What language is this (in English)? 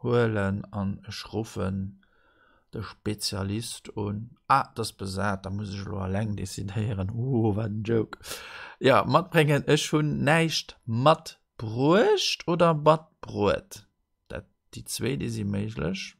Luxembourgish